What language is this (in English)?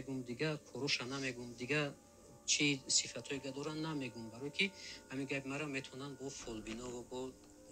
Tajik